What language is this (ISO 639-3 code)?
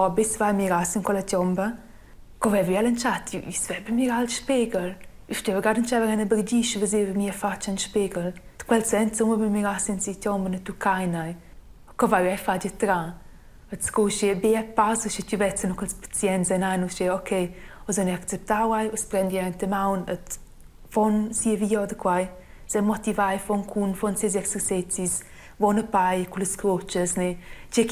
roh